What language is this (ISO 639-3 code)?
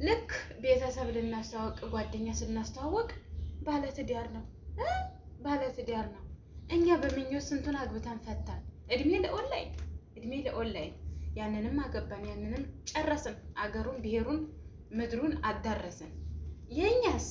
amh